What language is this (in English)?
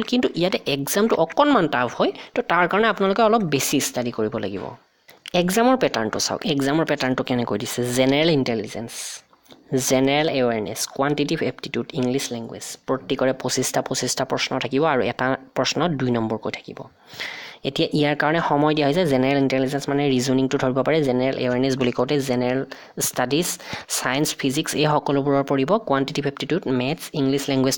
Assamese